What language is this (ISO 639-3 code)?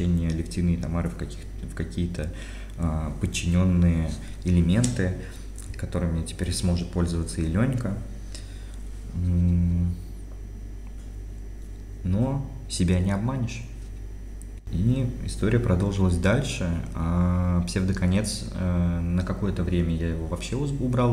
rus